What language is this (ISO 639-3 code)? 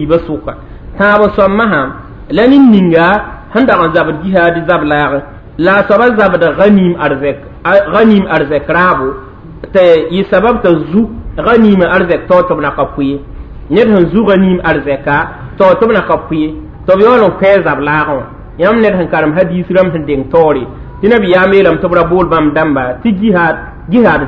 mos